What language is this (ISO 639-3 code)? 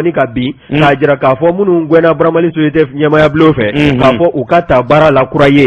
bam